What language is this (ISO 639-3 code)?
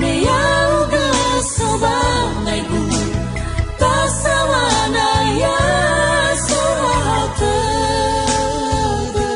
nia